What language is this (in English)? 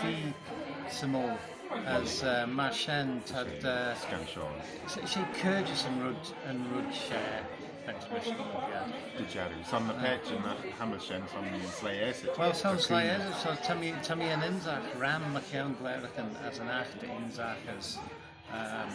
Manx